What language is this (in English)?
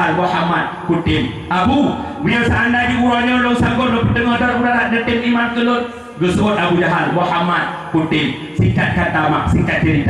Achinese